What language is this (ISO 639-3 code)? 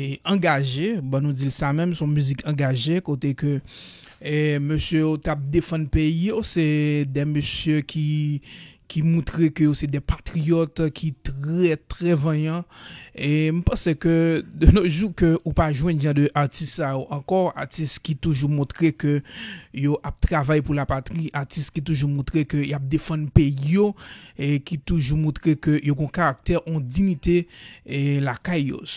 hat